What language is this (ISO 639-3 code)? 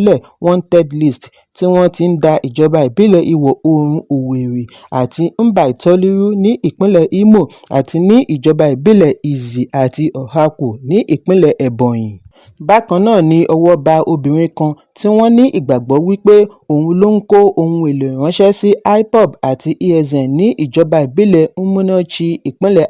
yor